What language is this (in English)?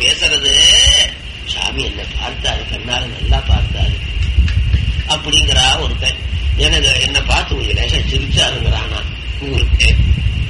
Tamil